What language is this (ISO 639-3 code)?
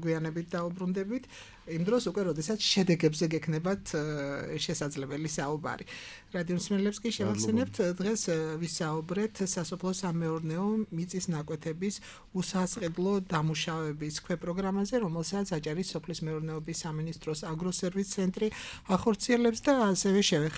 kat